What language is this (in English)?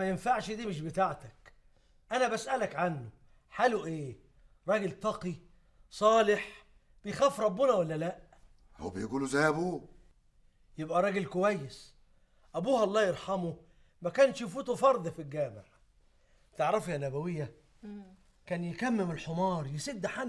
Egyptian Arabic